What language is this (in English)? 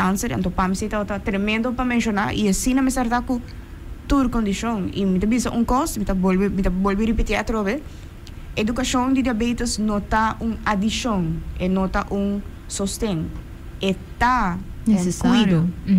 Papiamento